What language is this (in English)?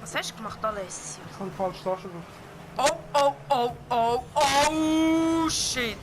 Swiss German